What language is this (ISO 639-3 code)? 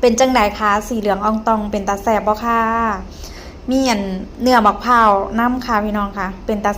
lao